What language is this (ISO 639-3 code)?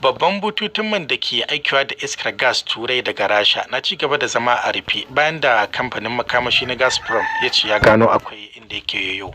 hau